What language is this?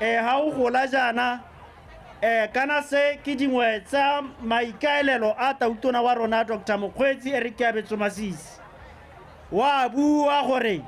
Tswana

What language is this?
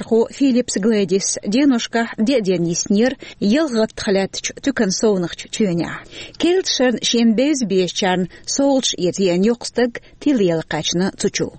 Chechen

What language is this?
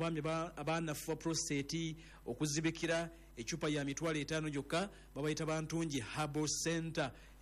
Ganda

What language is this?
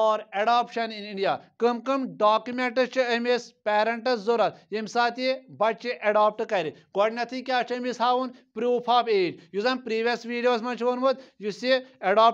Kashmiri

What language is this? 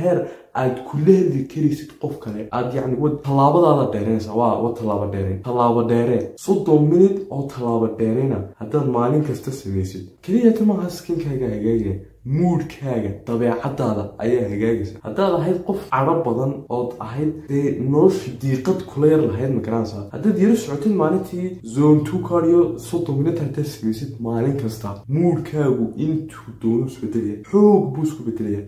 Somali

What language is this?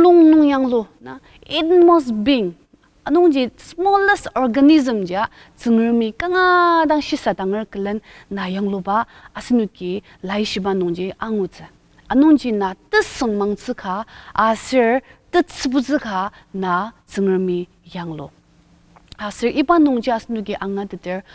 Ao Naga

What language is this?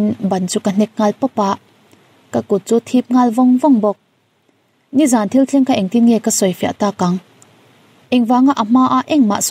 Mizo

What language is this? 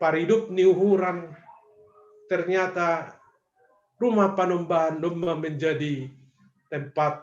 Batak Simalungun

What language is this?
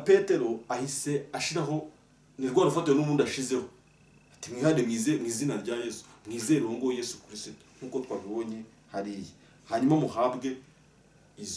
Kinyarwanda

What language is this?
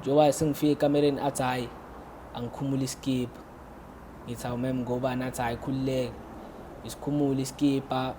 Zulu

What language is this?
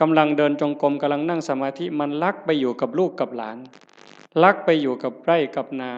Northeastern Thai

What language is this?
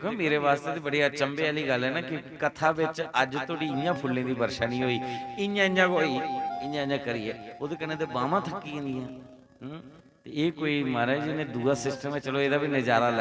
Dogri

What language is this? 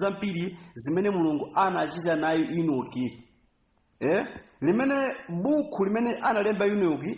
Nyanja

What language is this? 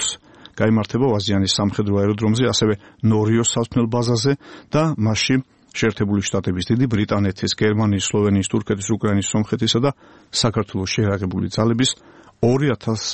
Georgian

